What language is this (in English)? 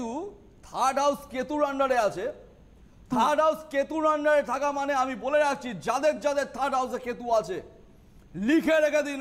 Bangla